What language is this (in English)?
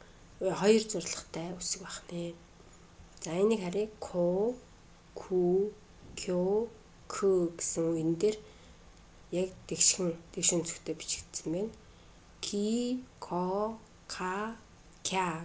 Mongolian